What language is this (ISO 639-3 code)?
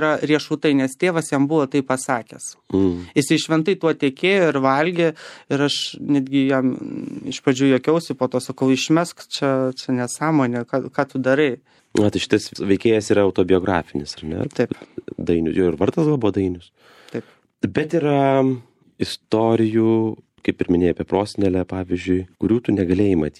lit